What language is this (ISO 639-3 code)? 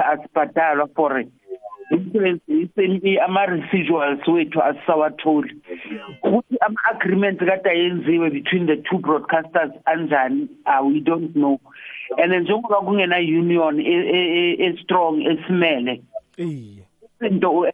nbl